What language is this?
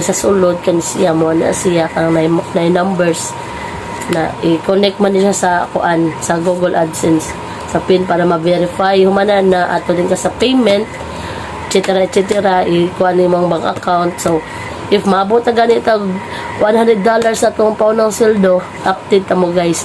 Cebuano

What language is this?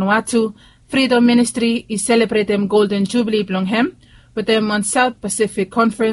Bislama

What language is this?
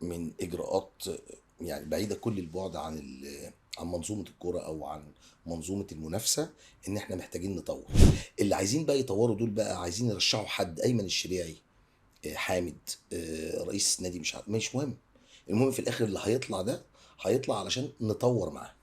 Egyptian Arabic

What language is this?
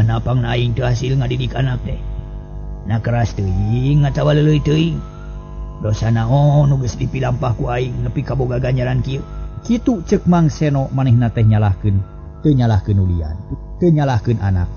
Sundanese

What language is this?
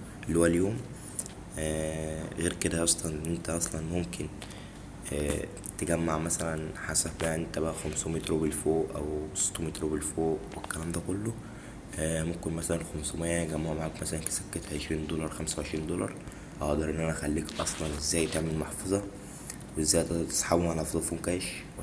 Egyptian Arabic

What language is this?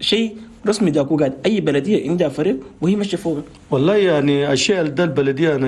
Chadian Arabic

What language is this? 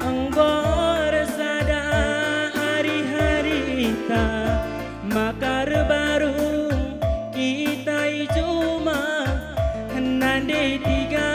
Batak Karo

